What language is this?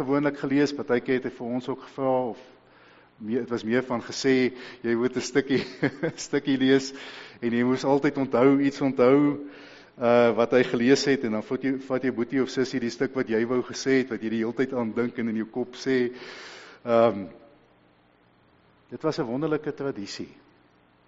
Afrikaans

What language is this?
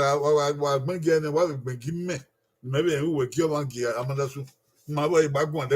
Bini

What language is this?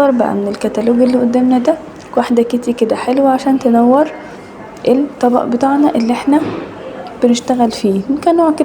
Egyptian Arabic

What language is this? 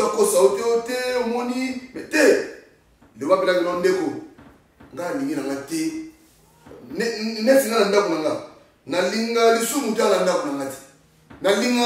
Lingala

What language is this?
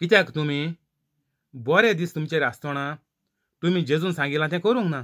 Konkani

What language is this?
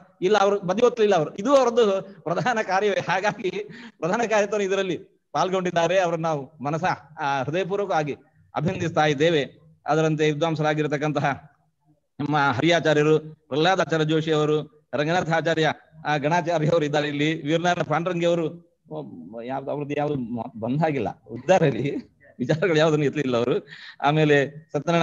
Kannada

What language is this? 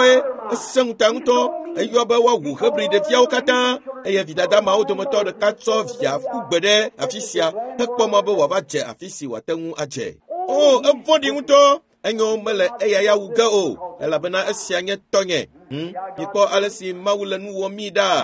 Ewe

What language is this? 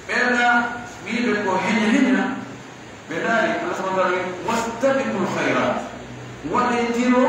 Pular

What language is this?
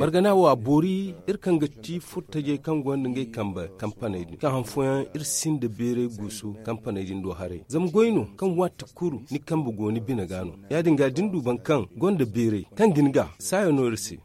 Zarma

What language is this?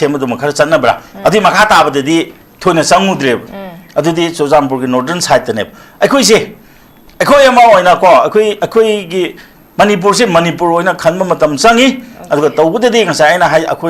Manipuri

